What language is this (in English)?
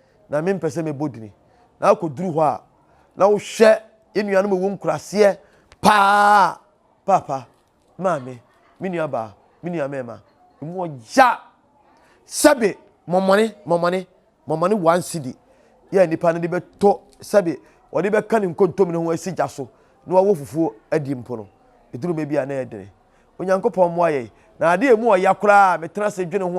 Akan